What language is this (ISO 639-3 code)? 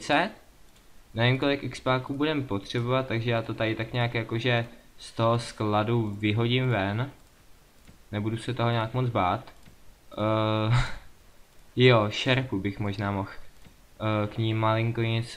ces